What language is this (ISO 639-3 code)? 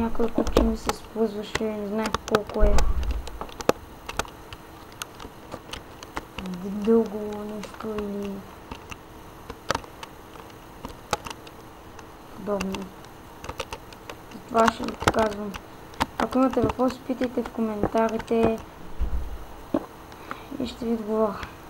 bul